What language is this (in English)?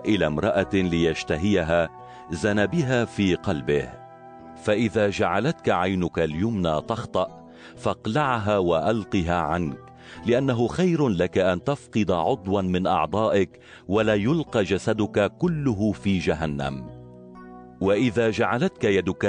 Arabic